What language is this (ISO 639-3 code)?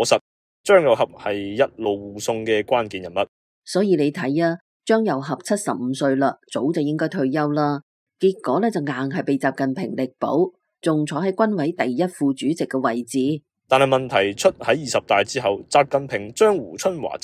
yue